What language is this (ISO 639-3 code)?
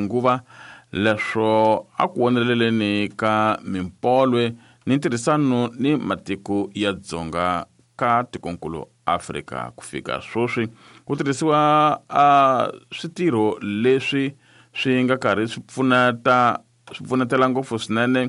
tso